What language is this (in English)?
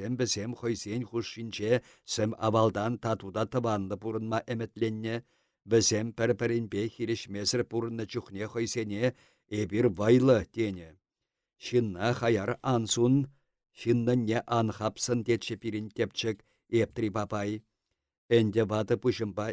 Chuvash